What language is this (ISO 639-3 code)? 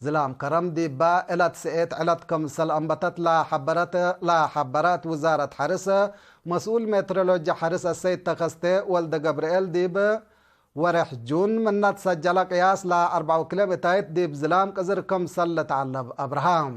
tig